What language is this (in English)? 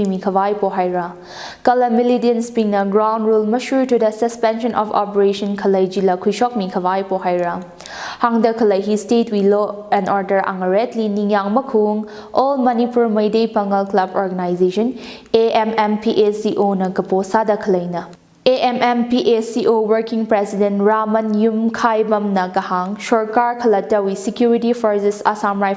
Tangkhul Naga (India)